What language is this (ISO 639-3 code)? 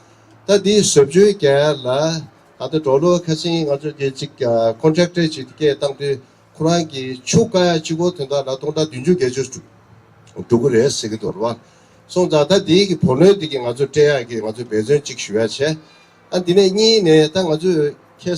bod